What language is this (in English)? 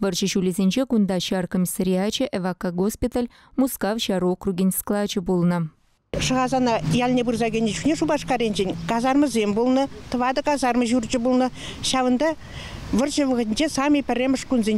Chuvash